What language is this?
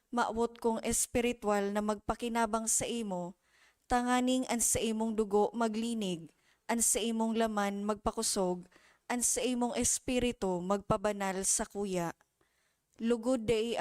Bikol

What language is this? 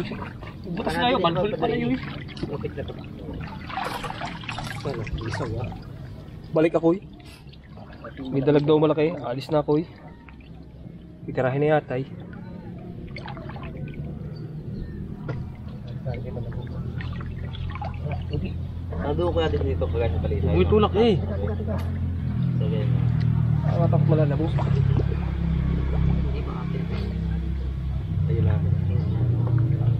Filipino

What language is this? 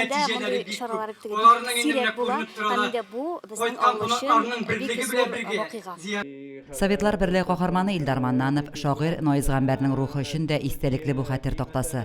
Tatar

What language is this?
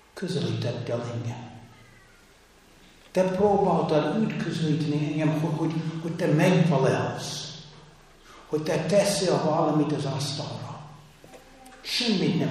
Hungarian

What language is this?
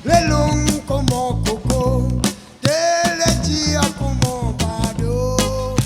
Réunion Creole French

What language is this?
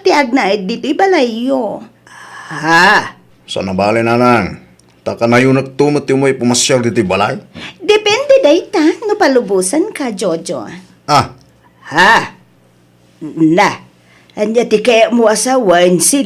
Iloko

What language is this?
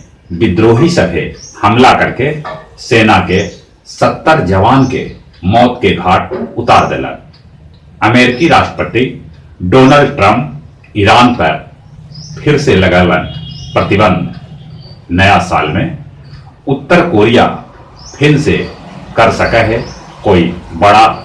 Magahi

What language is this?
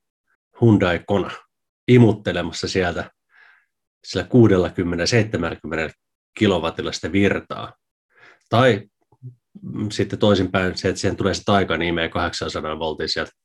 Finnish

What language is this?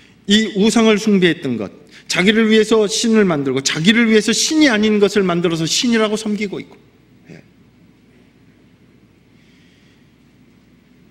Korean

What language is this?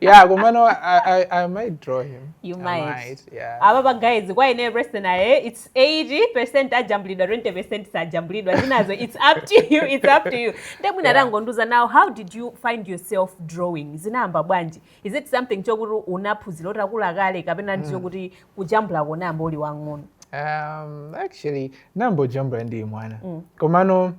Nyanja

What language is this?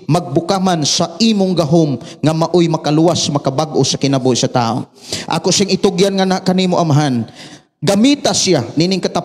Cebuano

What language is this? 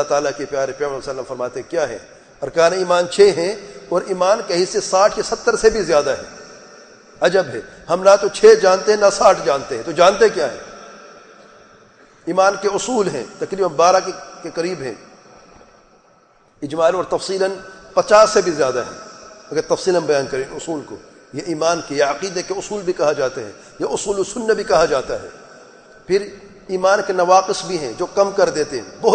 Urdu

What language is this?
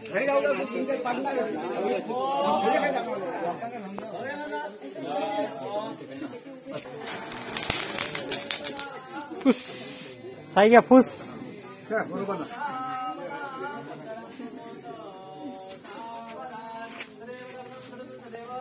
Marathi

